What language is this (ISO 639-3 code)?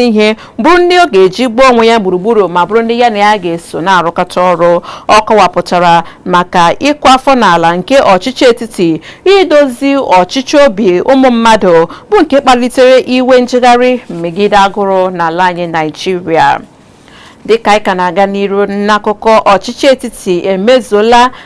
ibo